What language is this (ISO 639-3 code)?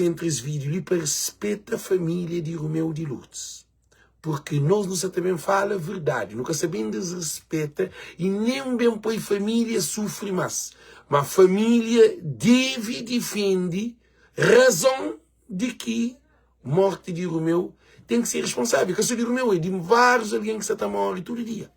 kea